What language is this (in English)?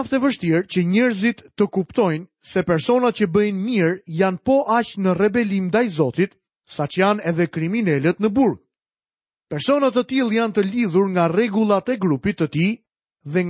Albanian